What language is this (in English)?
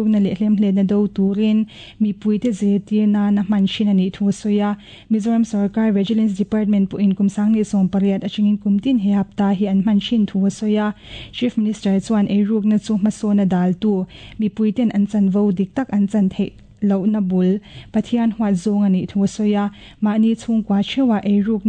Mizo